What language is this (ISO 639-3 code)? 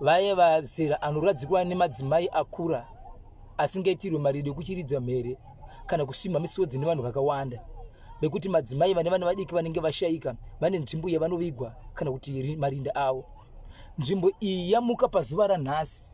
sna